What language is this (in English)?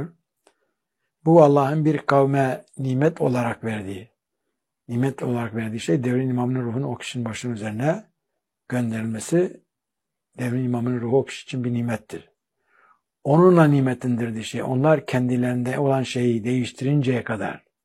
Turkish